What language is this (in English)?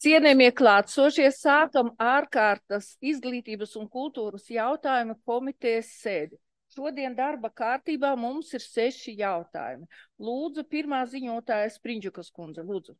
Latvian